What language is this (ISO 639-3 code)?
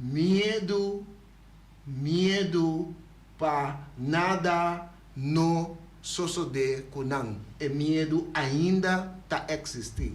pap